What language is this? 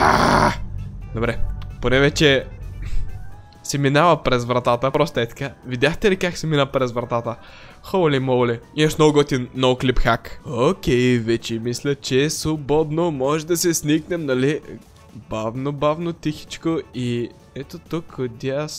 Bulgarian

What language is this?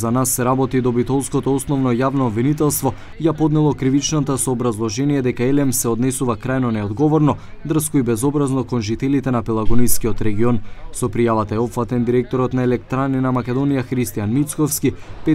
Macedonian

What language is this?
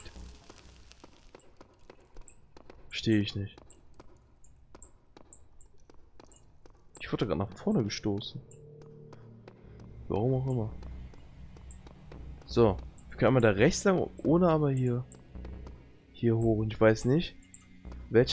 German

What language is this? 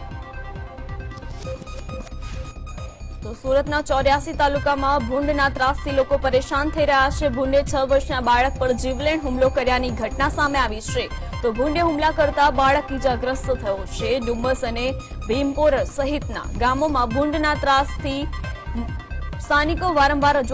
Gujarati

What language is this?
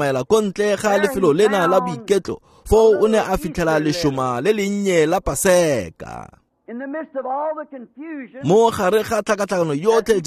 Tswana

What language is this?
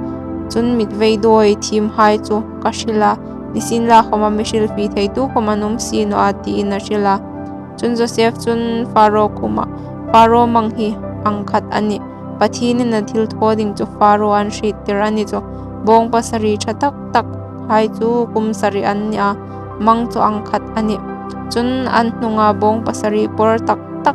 Hmar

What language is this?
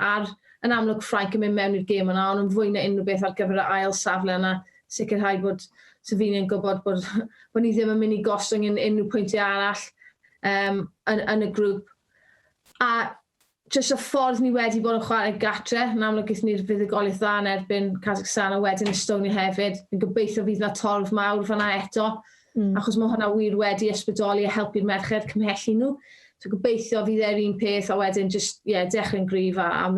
Welsh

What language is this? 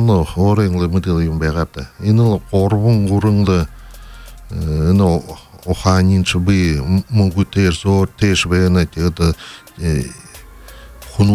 Buriat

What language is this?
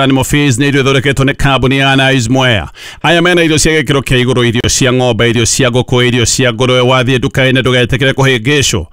Kikuyu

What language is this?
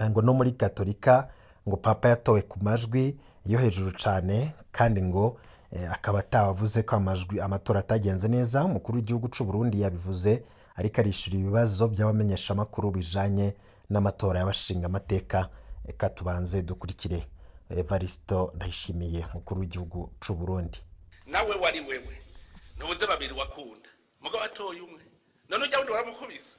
Rundi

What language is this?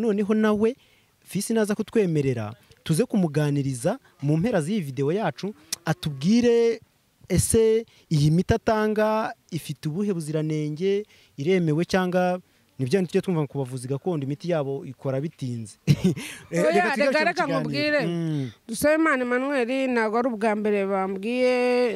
Kinyarwanda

